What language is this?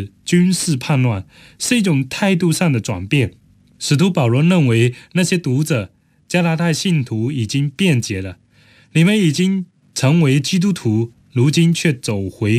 Chinese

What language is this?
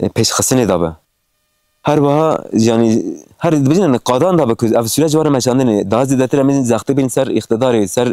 Kurdish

